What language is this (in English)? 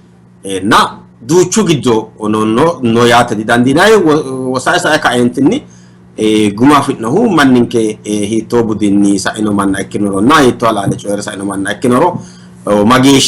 Sidamo